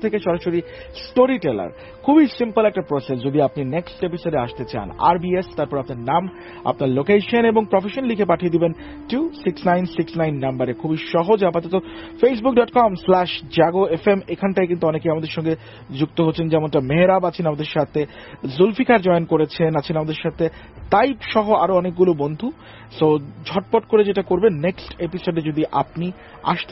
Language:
Bangla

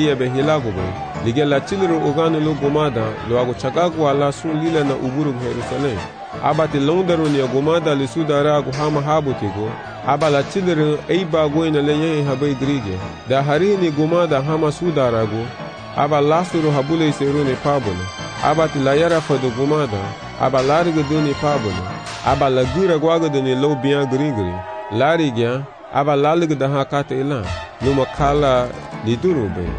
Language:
Garifuna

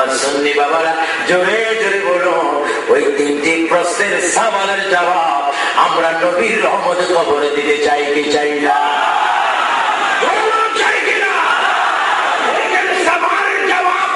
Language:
Bangla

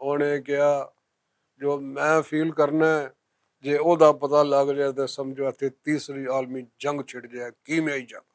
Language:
Western Panjabi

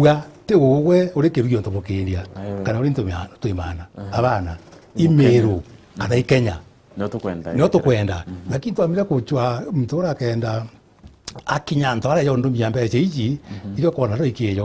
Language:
Meru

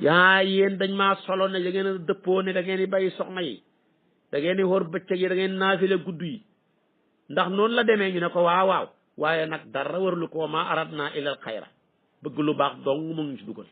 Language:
Wolof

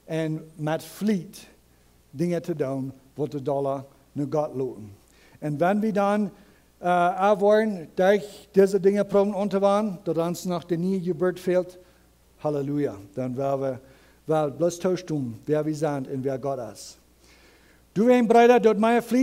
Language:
Plautdietsch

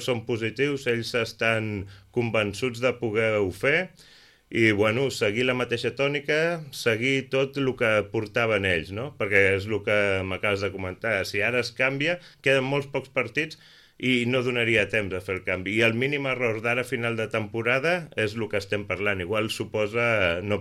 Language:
Catalan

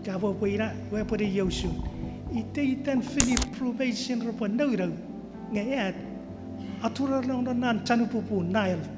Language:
Chuukese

